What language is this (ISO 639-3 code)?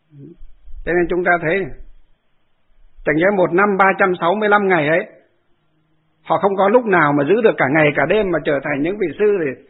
vie